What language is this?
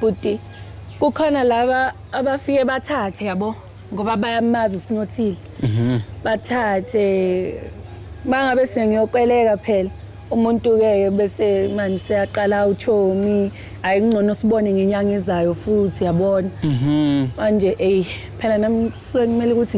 Zulu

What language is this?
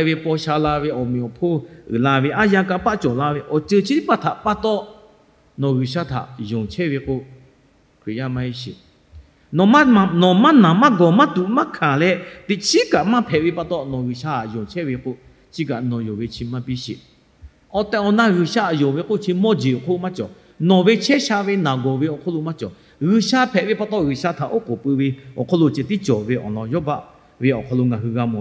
Lahu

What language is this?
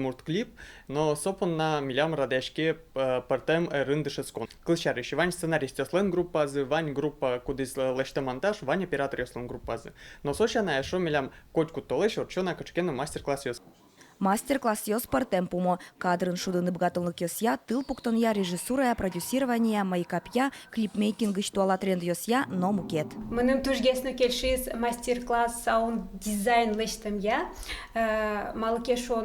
Udmurt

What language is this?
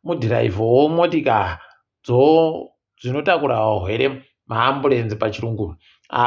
Ndau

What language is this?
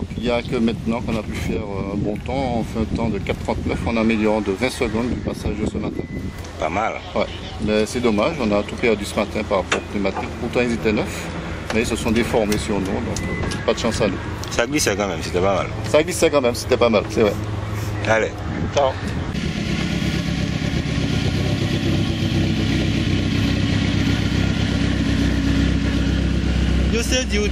French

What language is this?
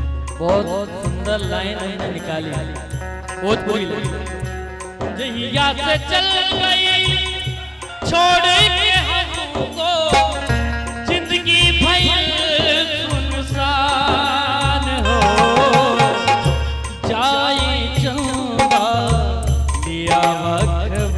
Bhojpuri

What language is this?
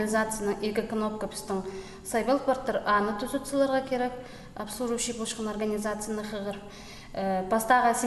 Khakas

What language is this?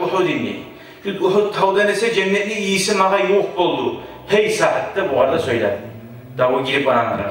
Kumyk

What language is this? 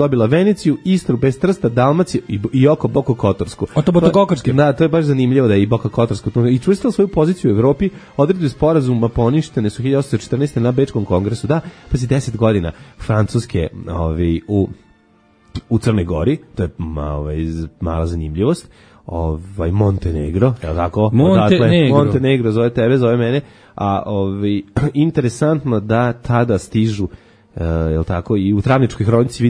Serbian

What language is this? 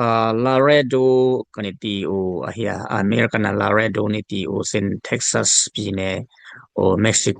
Dimasa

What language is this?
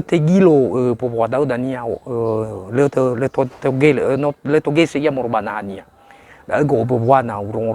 Nias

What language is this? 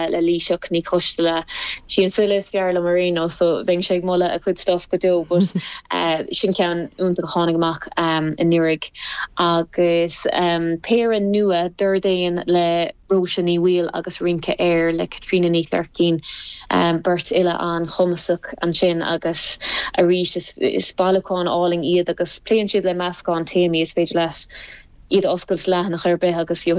Irish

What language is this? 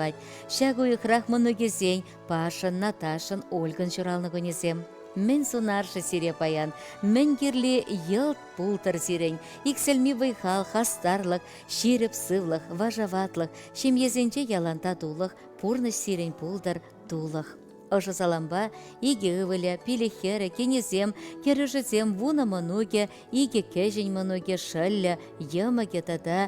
Chuvash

